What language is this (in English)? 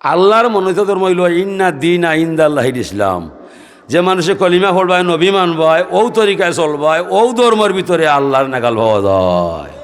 Sylheti